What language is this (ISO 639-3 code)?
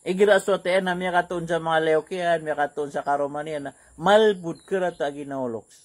mrw